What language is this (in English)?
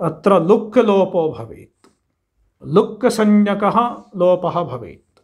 Sanskrit